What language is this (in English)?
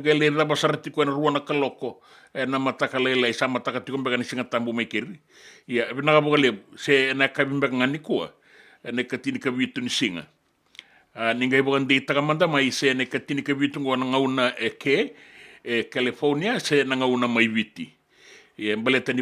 Fijian